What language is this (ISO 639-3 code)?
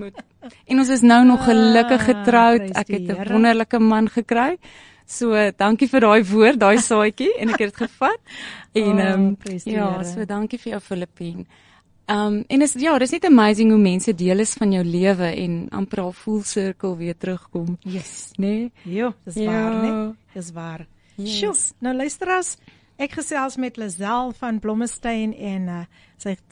afr